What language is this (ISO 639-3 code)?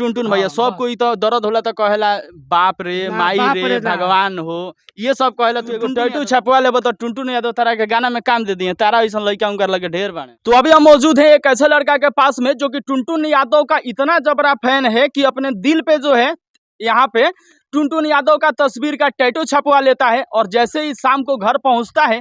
bho